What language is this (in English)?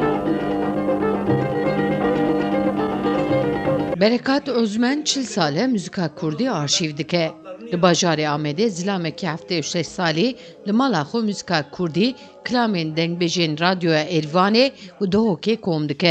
Kurdish